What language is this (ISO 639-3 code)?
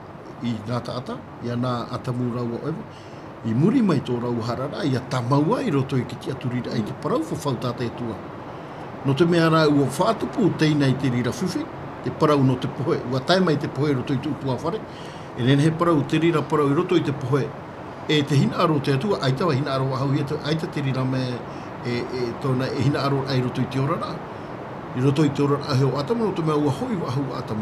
tah